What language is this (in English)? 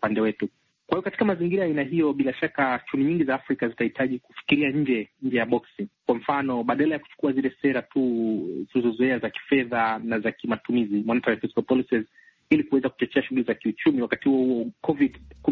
Swahili